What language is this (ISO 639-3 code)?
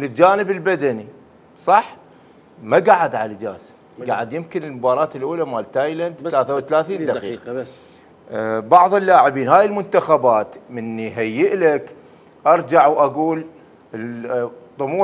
acm